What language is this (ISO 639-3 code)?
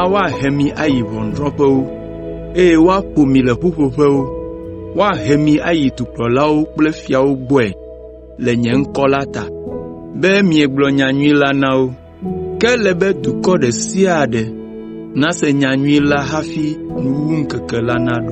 ewe